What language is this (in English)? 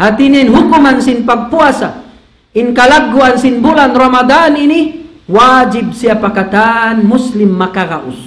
Tausug